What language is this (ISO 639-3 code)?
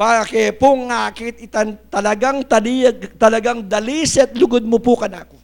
pam